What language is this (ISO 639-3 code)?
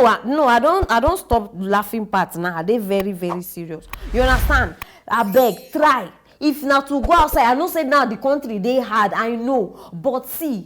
pcm